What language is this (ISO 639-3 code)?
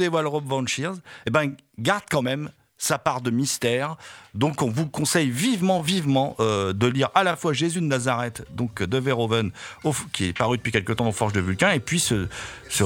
fra